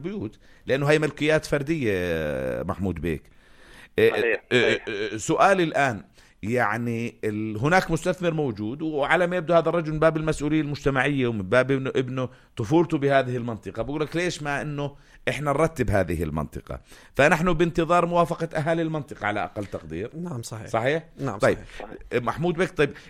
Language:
North Levantine Arabic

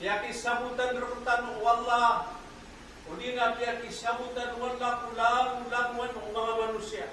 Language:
Maranao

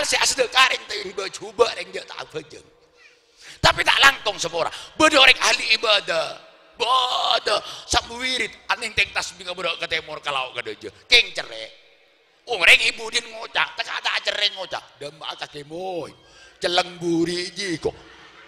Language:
Madurese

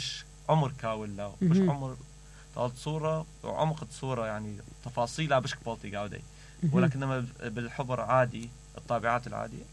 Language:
Mesopotamian Arabic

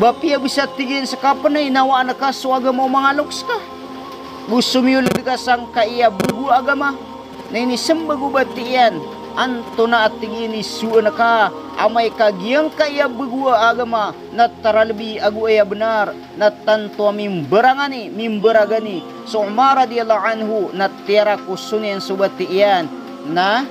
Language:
Maranao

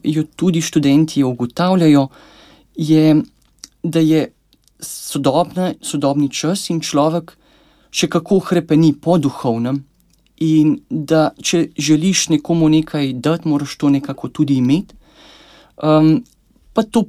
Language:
Slovenian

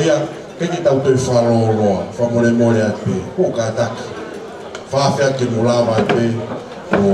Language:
Tongan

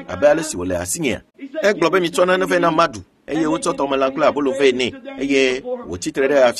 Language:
Ewe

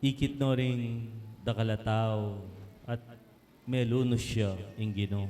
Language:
Pampanga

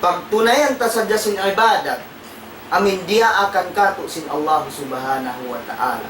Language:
Tausug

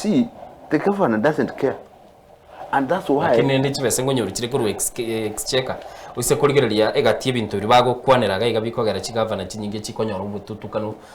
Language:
Gusii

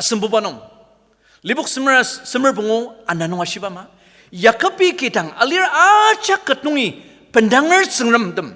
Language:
Ao Naga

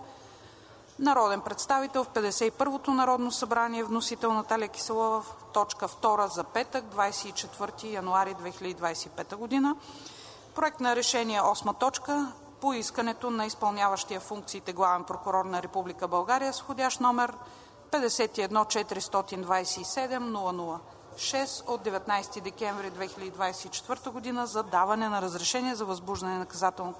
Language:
Bulgarian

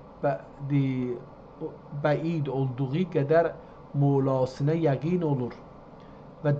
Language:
South Azerbaijani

